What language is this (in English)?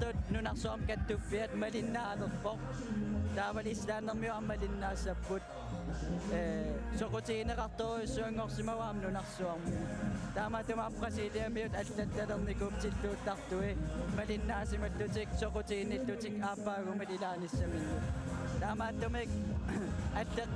Kalaallisut